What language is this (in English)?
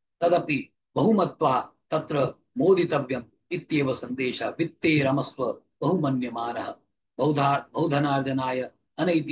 Sanskrit